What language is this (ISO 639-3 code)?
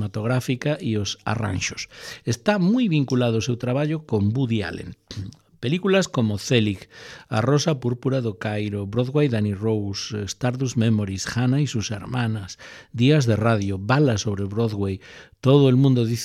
glg